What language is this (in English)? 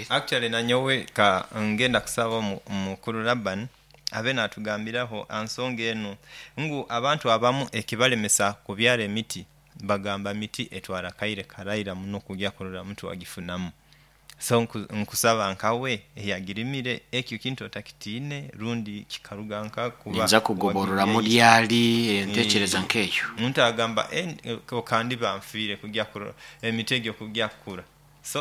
Nyankole